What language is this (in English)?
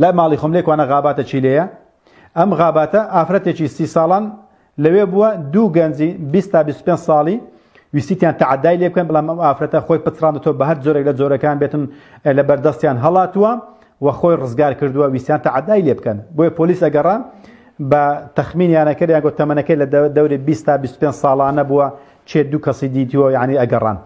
Central Kurdish